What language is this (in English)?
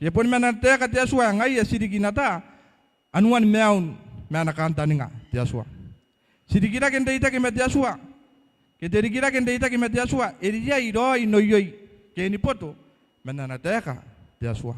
Gilbertese